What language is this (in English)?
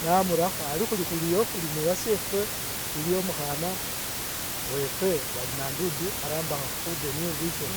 Masaaba